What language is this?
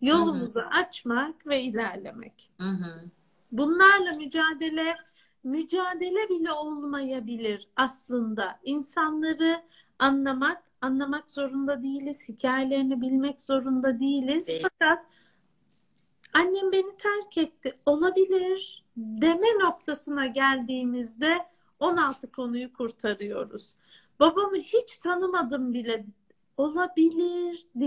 Turkish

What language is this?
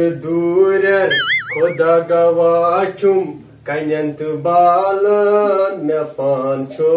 Kashmiri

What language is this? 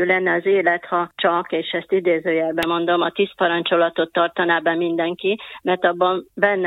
Hungarian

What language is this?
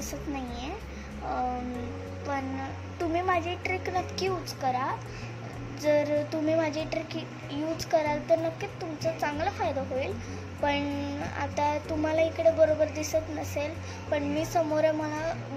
Marathi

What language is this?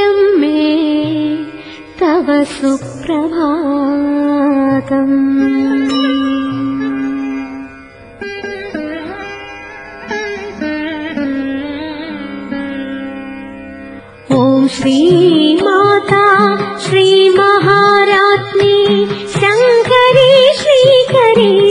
Malayalam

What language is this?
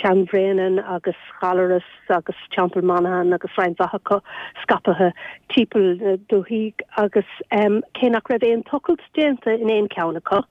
Irish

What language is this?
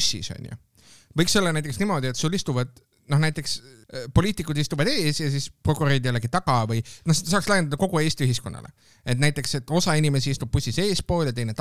Estonian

